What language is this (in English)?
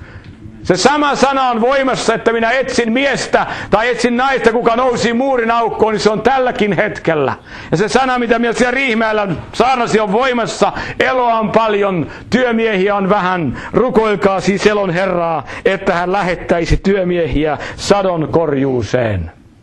Finnish